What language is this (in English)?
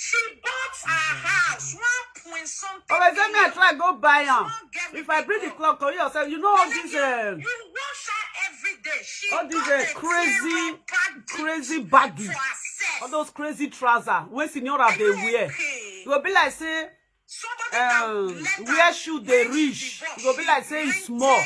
Nigerian Pidgin